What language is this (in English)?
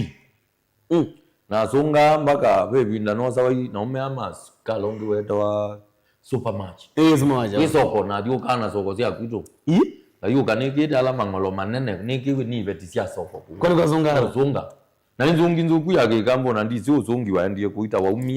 Kamba